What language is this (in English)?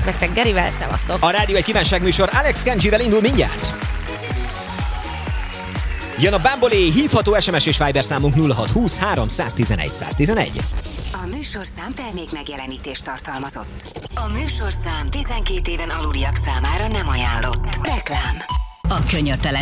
Hungarian